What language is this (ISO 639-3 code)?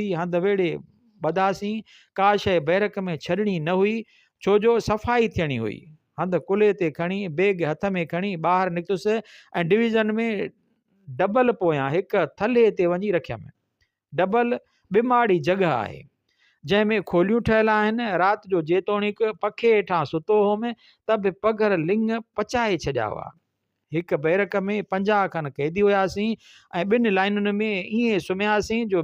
snd